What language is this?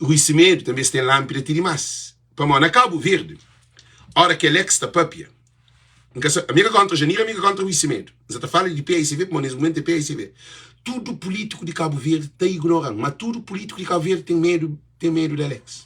Kabuverdianu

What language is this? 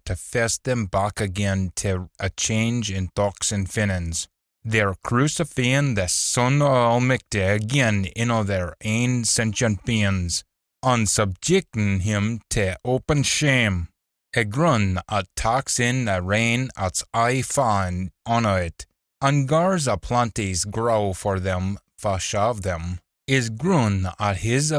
Scots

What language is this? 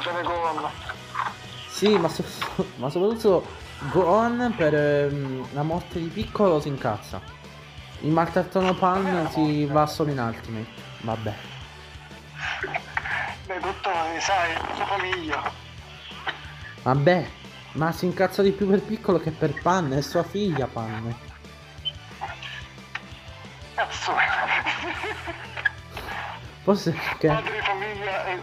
Italian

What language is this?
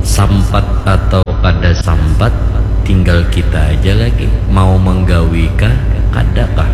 Banjar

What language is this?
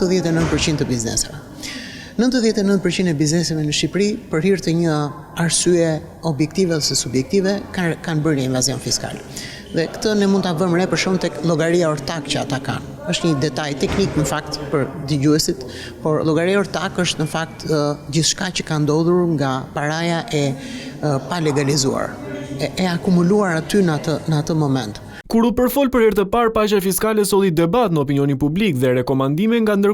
Albanian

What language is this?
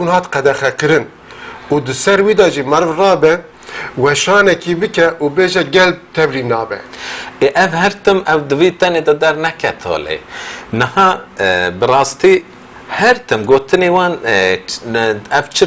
Kurdish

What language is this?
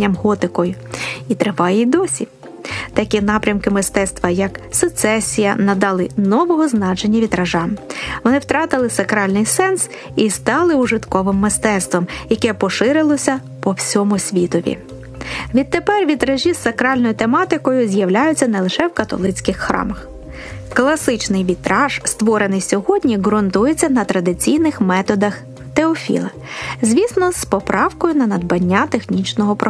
Ukrainian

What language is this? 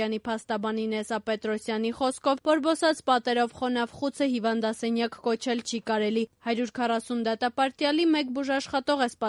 Armenian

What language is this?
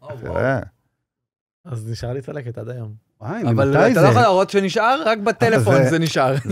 Hebrew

